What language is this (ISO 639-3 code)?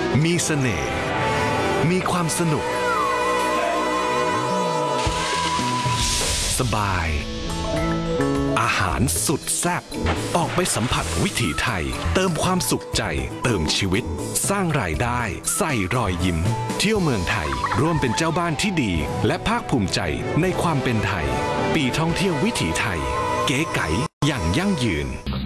tha